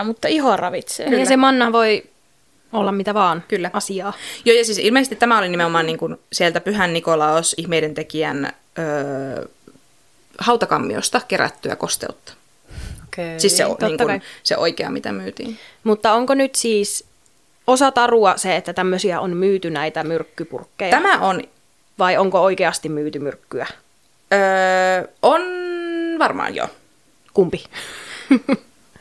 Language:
Finnish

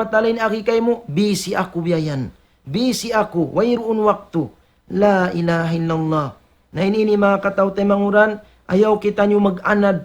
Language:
Tausug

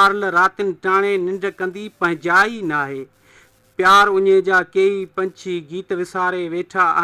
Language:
Sindhi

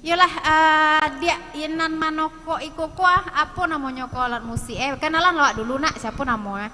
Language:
Minangkabau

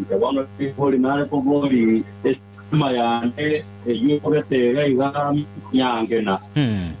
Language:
Gusii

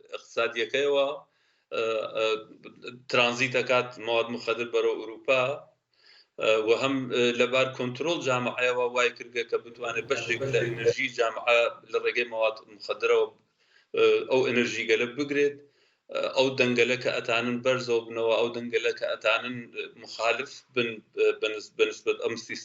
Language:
Central Kurdish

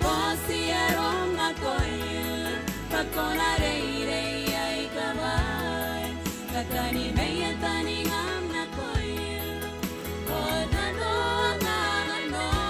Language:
Gilbertese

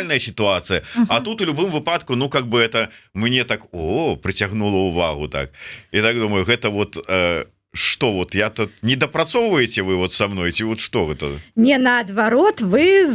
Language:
Belarusian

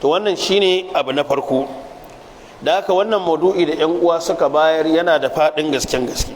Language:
Hausa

